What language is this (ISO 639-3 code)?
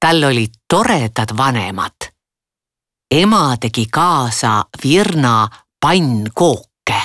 est